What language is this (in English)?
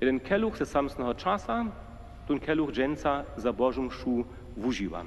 Upper Sorbian